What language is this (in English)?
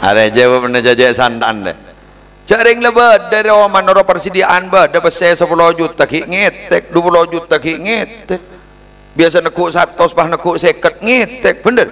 Madurese